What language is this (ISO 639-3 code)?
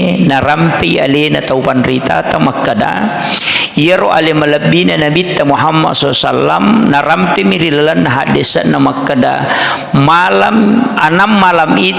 bug